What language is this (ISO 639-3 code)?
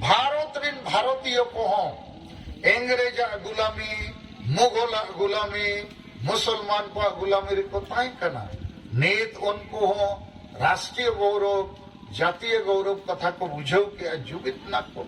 sat